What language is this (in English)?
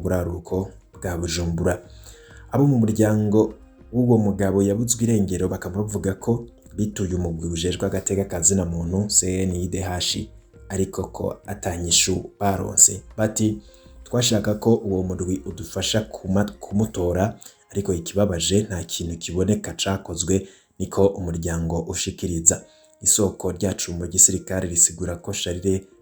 Rundi